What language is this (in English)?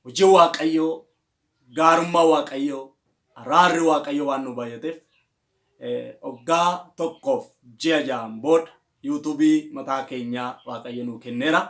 Oromo